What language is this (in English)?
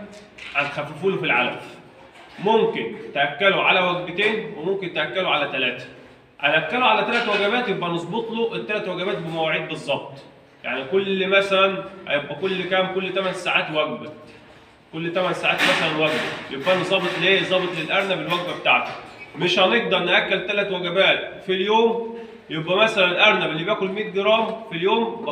Egyptian Arabic